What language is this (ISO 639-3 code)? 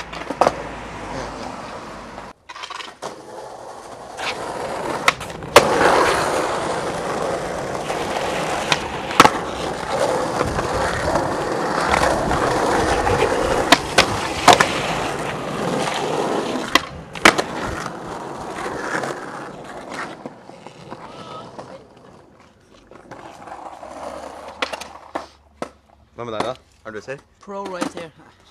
nor